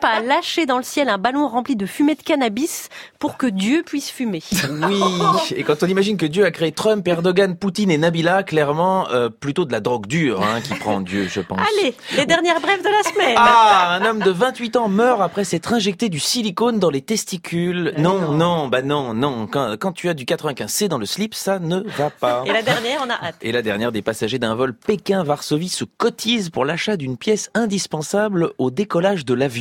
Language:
French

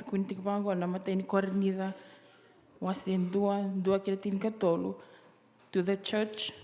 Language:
Fijian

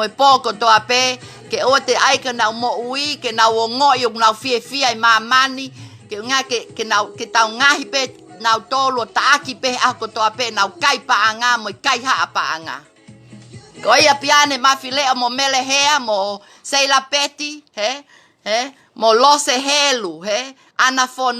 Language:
Tongan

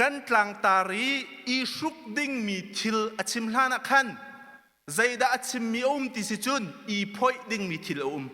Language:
Hakha Chin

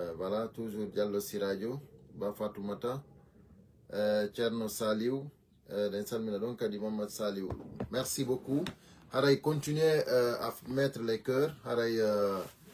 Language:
Fula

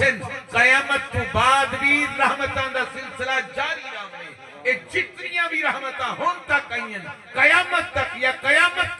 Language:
Saraiki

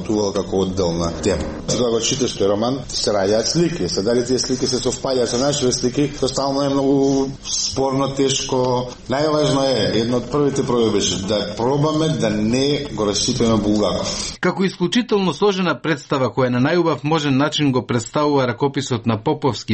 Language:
Macedonian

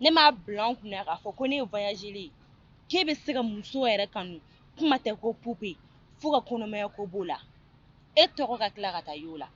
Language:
Bambara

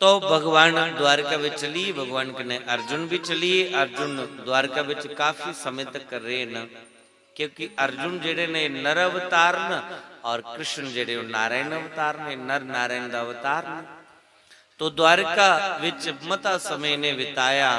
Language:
Dogri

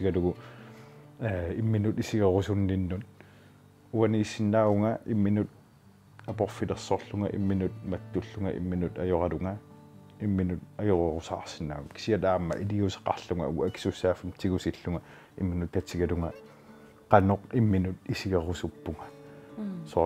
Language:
Kalaallisut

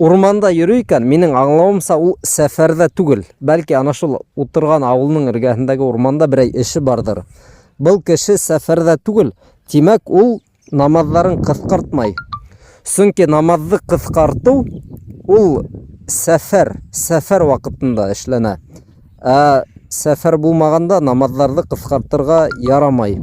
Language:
Bashkir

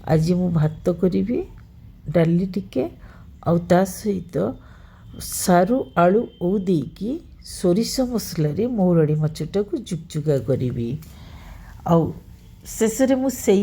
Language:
Odia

